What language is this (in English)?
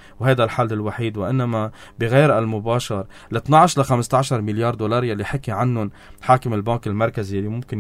North Levantine Arabic